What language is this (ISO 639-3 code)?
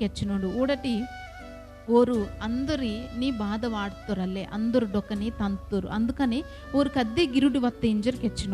kff